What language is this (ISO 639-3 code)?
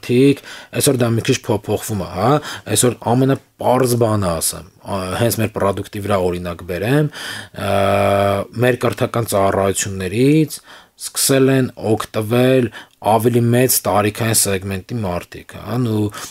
hye